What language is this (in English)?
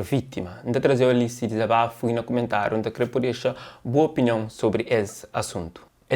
Kabuverdianu